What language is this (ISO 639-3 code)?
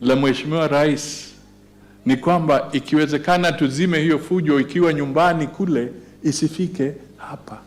swa